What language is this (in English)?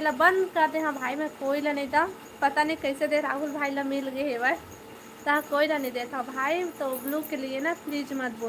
Chhattisgarhi